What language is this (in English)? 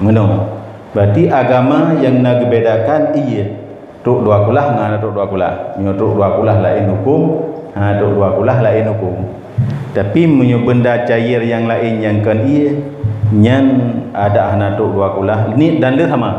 Achinese